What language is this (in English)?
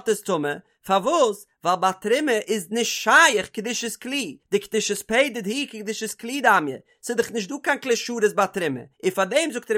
Yiddish